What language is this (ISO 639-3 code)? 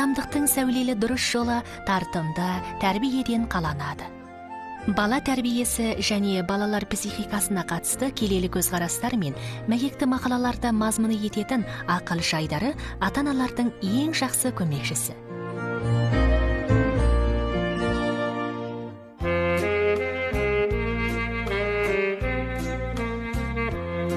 kaz